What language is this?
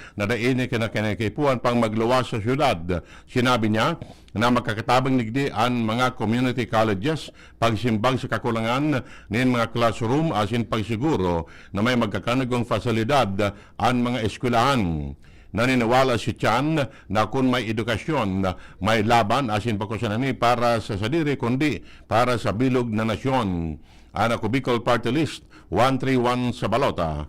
Bikol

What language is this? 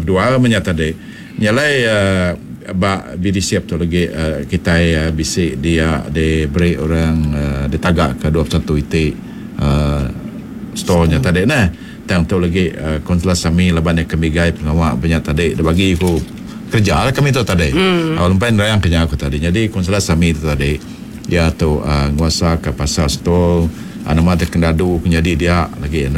Iban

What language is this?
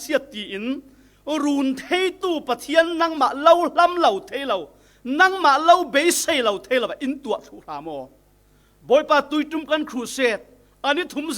Falam Chin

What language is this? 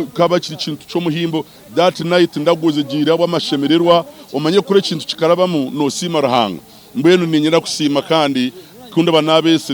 Nyankole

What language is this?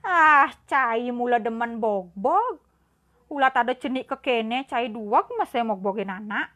Balinese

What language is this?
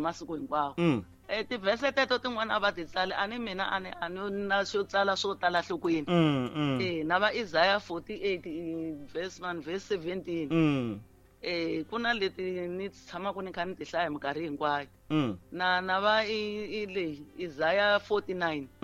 Tsonga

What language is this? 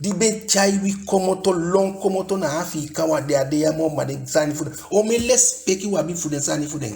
Eastern Maroon Creole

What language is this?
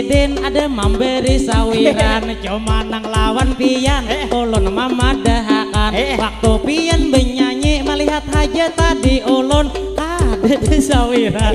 Banjar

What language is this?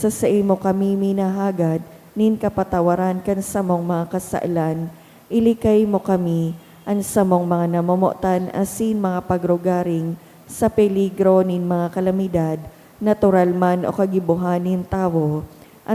Bikol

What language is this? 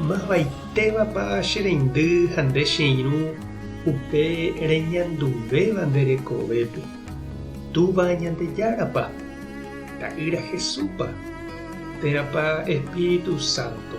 Guarani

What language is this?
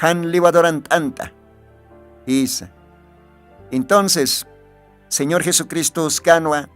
Aymara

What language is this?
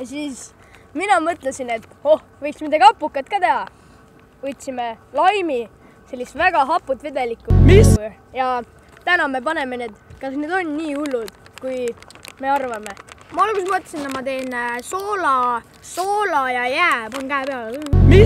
Estonian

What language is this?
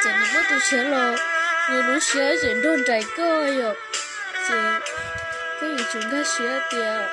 Hmong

